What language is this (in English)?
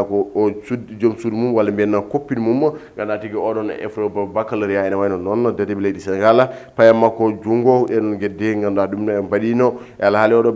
Fula